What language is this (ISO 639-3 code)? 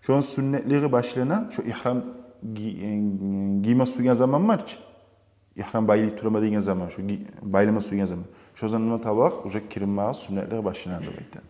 kum